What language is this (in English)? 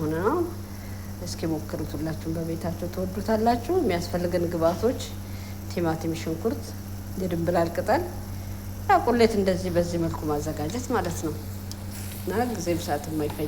Amharic